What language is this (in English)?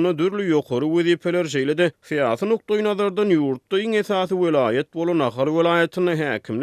Turkmen